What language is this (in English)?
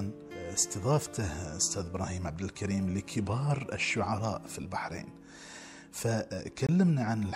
Gulf Arabic